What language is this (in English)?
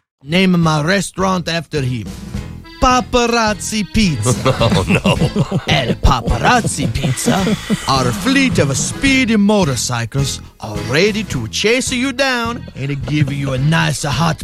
English